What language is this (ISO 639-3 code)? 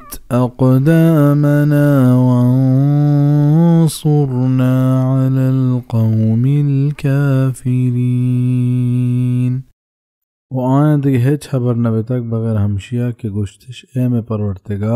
bal